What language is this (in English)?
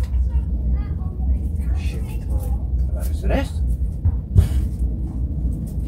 Dutch